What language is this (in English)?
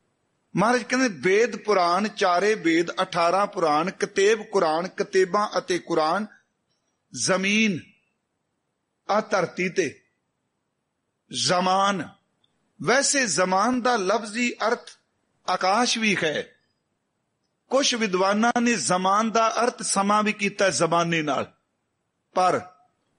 Punjabi